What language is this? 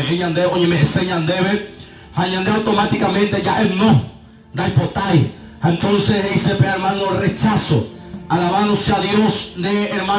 Guarani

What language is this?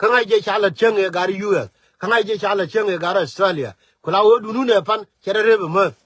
Nuer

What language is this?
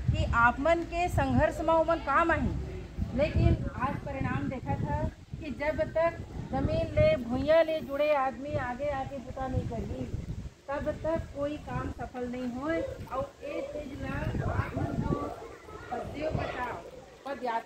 Chhattisgarhi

